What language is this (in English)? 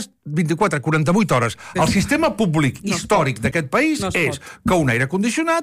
Catalan